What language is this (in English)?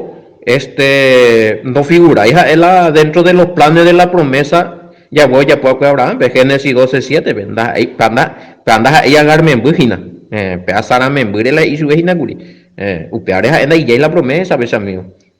Guarani